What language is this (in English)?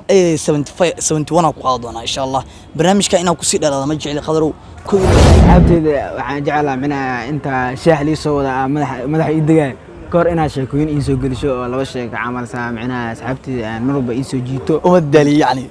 Somali